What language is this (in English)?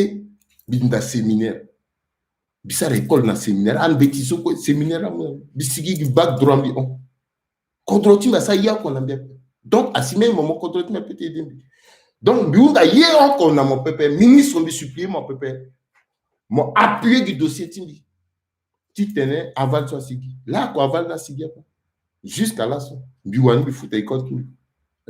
Sango